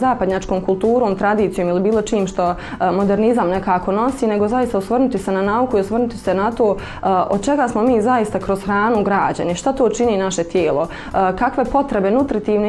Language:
Bosnian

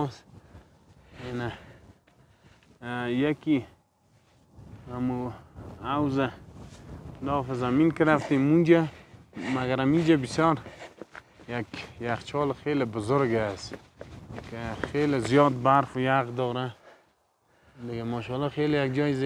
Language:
Persian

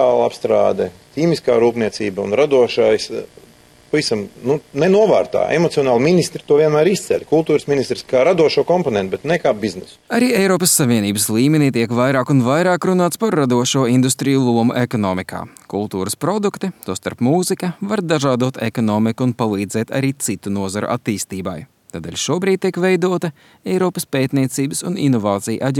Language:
Latvian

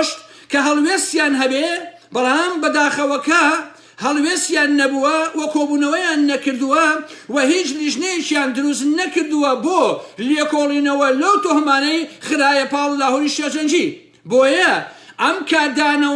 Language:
Central Kurdish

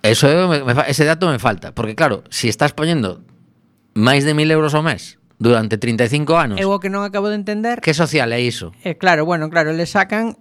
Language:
Galician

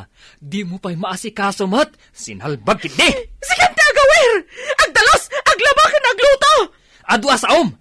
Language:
Iloko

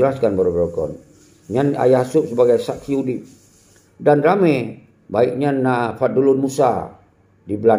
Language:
Achinese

